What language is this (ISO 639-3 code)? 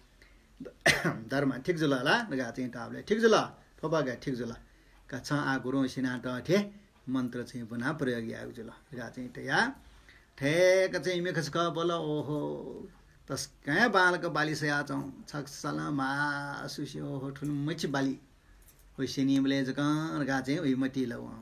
new